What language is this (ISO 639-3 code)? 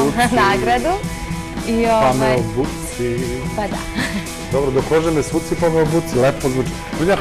srp